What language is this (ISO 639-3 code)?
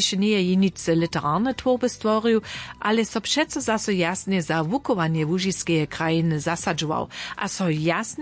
hsb